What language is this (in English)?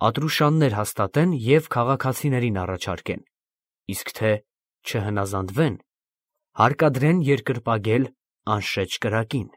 Armenian